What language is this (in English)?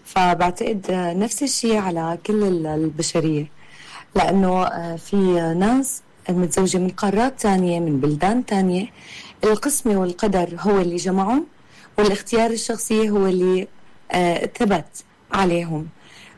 Mesopotamian Arabic